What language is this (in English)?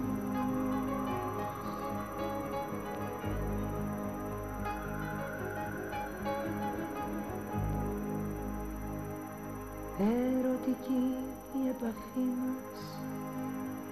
Greek